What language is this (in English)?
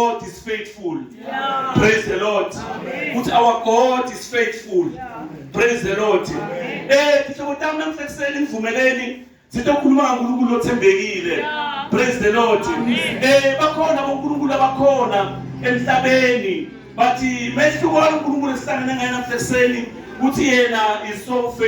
Zulu